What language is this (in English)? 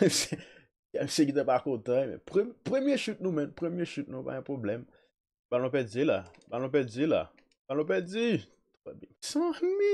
Haitian Creole